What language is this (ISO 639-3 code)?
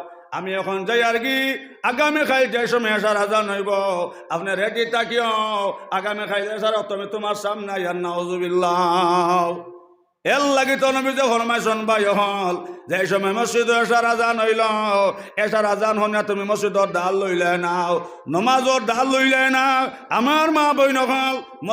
syl